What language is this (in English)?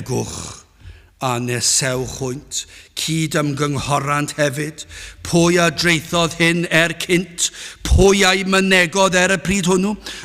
Welsh